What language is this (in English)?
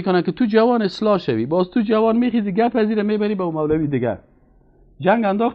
Persian